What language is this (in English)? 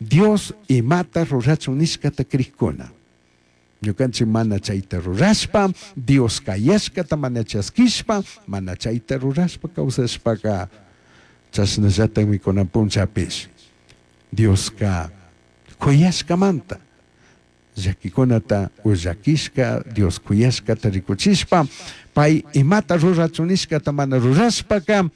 Chimborazo Highland Quichua